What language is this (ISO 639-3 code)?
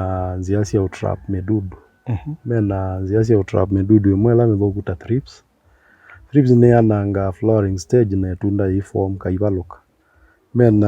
kam